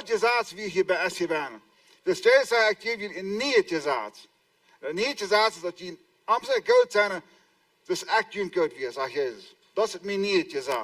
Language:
Plautdietsch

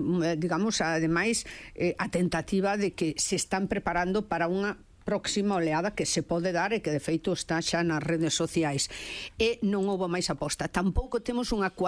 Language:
Galician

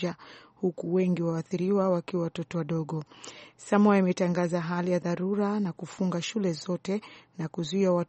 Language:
Swahili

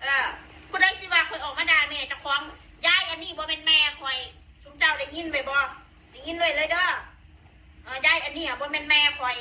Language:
Northeastern Thai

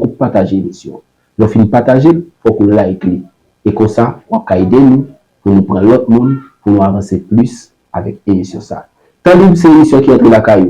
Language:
Haitian Creole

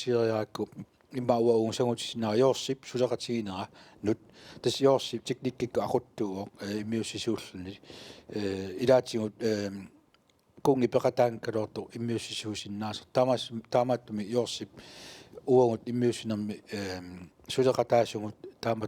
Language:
Kalaallisut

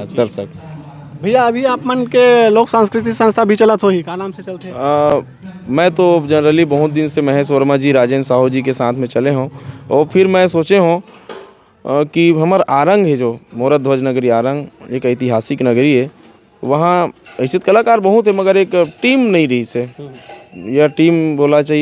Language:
Chhattisgarhi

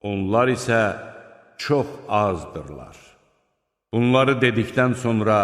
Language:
Azerbaijani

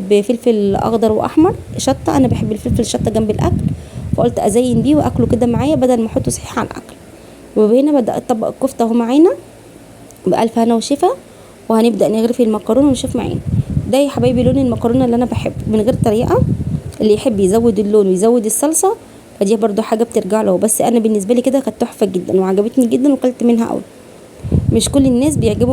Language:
Egyptian Arabic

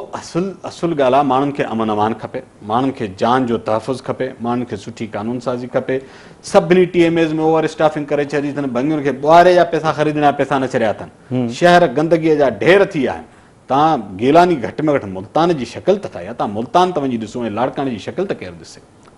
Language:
Sindhi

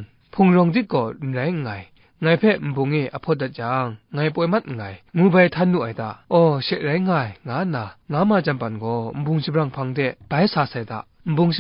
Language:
Kachin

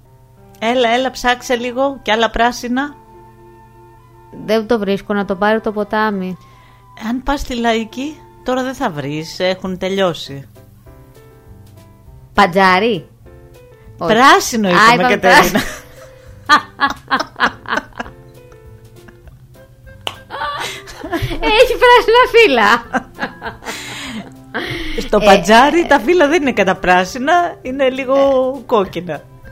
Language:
Greek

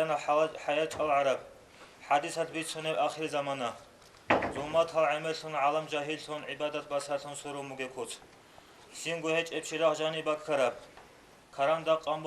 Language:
Avaric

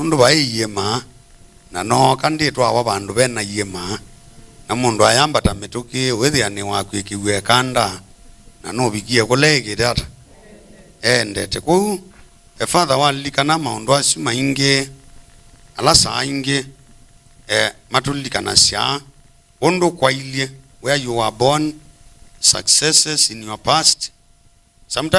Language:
Kamba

